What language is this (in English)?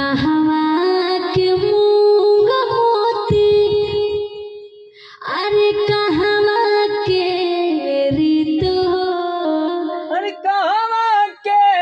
Bhojpuri